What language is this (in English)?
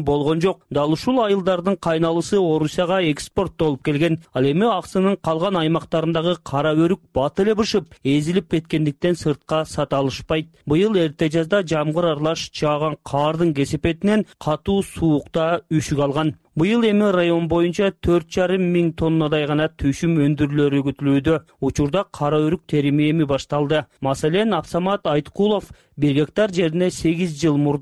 Kyrgyz